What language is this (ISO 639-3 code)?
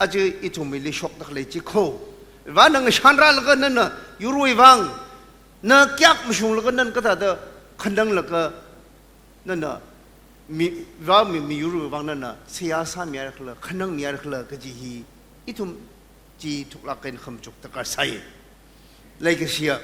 nmf